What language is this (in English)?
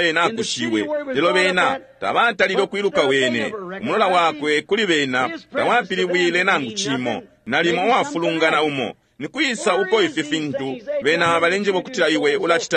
Bemba